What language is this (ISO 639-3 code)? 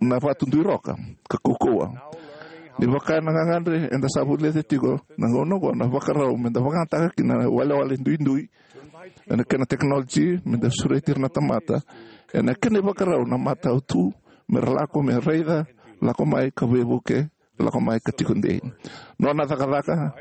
fij